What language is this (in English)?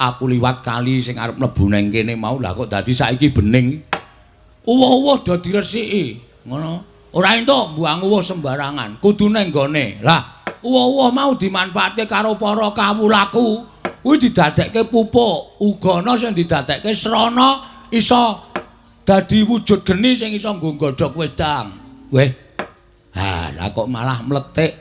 Javanese